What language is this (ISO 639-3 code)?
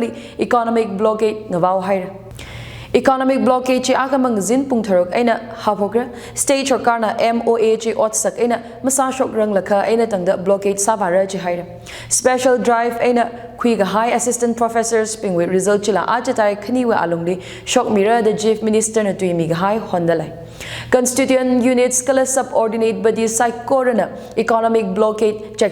nmf